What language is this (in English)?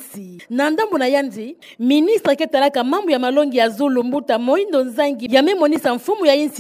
Kituba (Democratic Republic of Congo)